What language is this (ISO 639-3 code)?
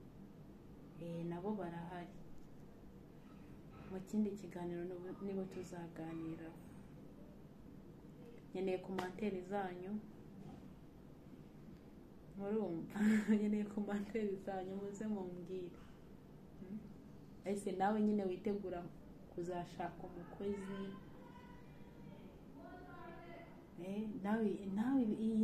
kin